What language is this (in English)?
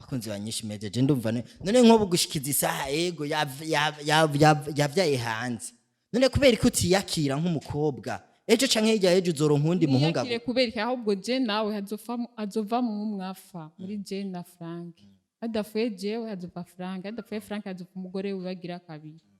Rundi